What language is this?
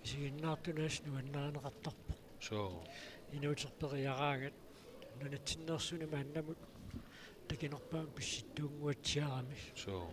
Kalaallisut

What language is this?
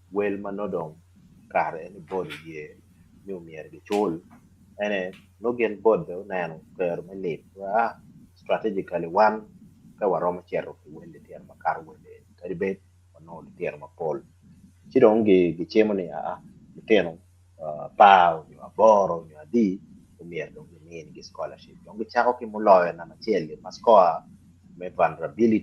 Acoli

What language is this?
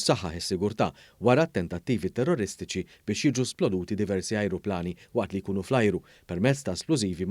Maltese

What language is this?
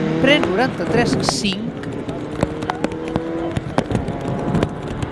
Catalan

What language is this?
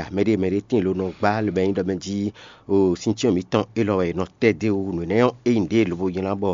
Fon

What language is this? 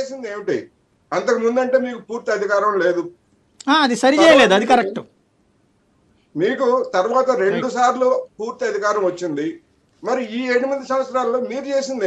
Telugu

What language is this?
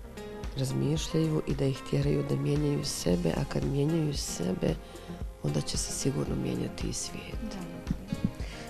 Bosnian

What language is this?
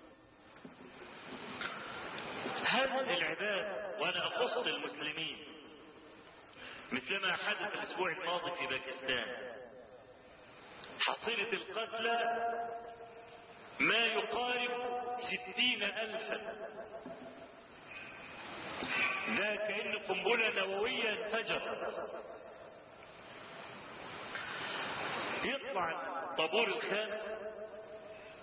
Arabic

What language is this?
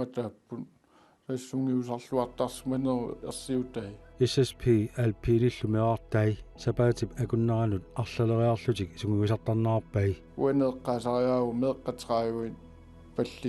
Kalaallisut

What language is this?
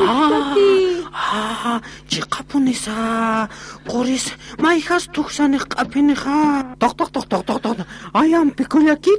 Aymara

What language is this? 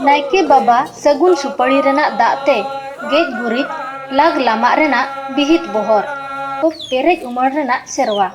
Santali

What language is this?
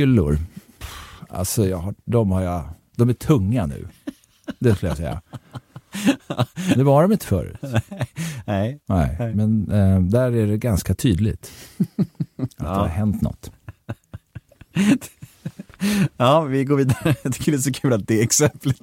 Swedish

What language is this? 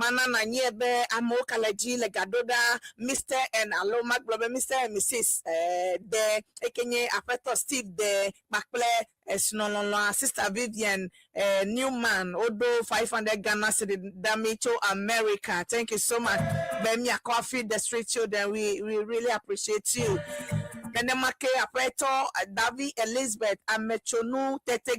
Ewe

